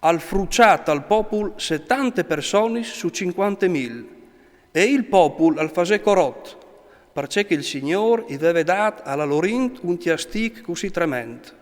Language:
Friulian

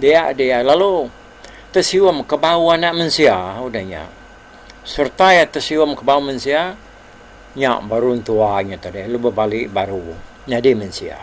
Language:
Iban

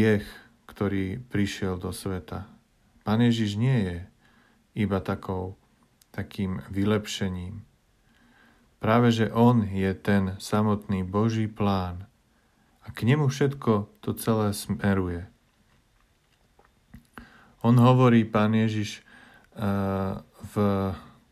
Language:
Slovak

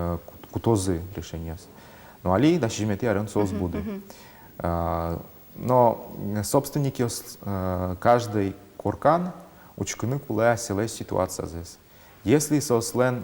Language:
Udmurt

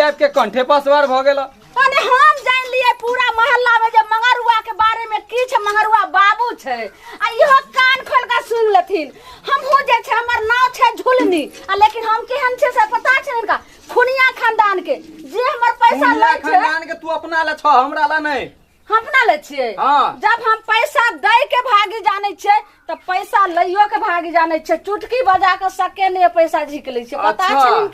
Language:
Maithili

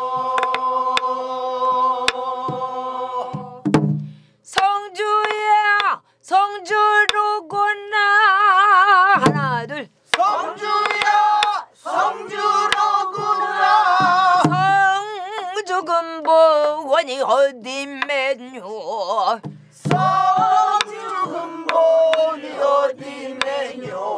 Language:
Korean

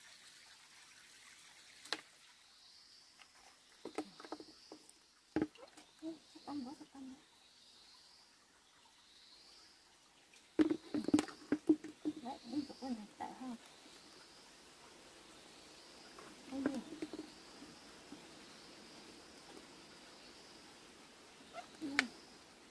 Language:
Vietnamese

